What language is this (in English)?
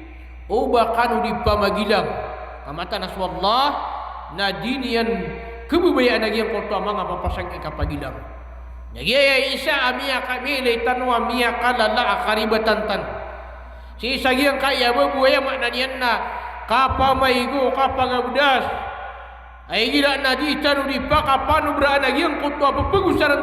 Maranao